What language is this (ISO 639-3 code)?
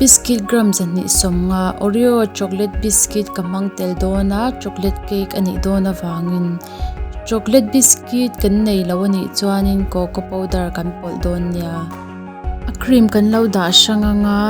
lus